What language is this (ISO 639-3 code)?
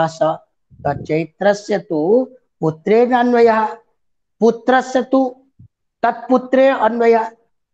san